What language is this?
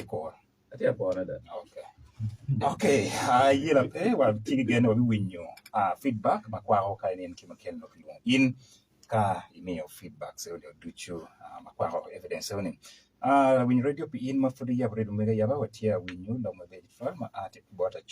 Acoli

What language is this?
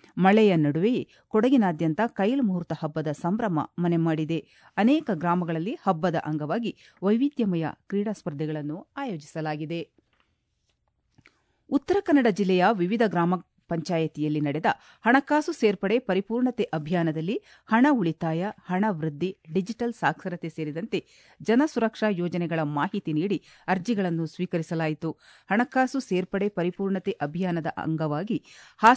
Kannada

